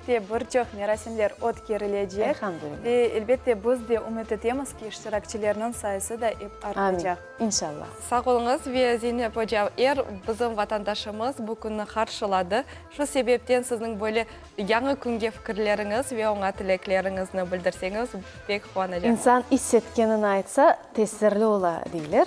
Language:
Crimean Tatar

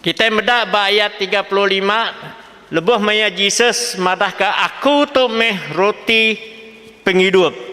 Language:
Iban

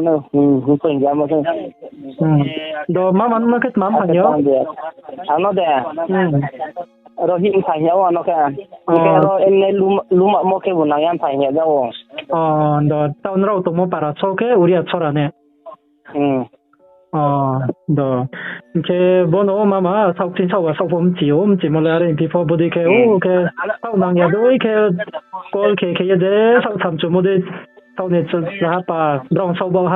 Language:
Riang (India)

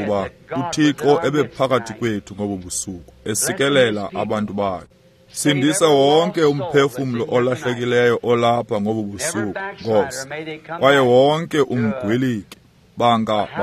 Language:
Xhosa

